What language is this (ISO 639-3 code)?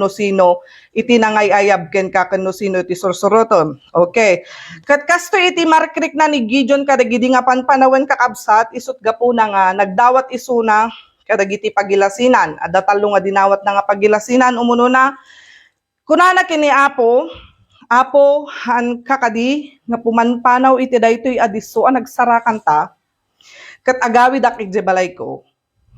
ilo